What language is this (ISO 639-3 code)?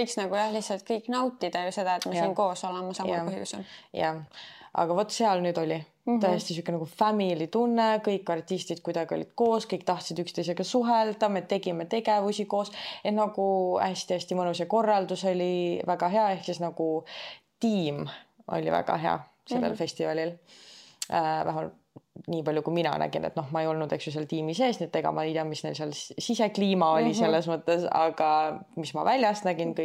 est